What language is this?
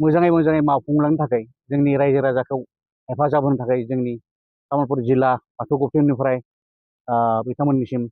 Bodo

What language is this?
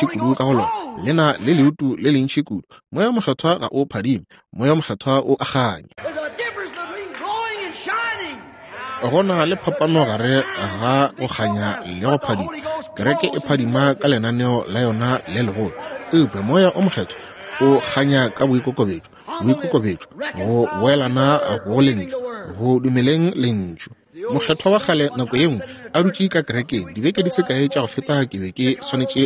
Northern Sotho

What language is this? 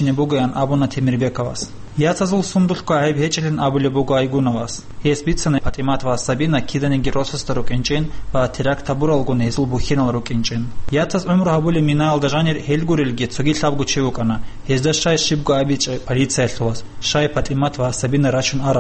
Avaric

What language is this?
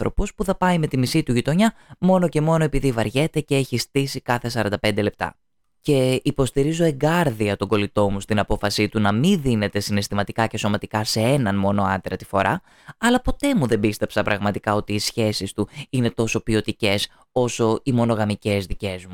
Greek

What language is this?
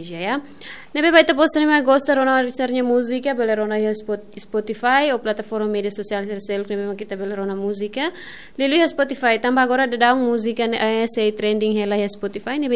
Tetum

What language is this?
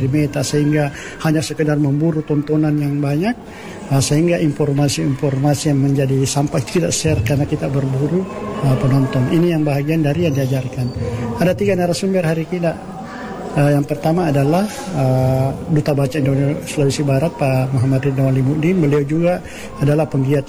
Indonesian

